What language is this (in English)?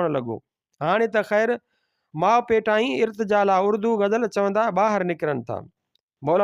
Sindhi